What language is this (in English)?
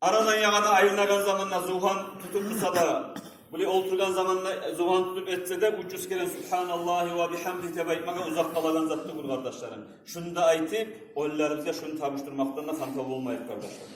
Kumyk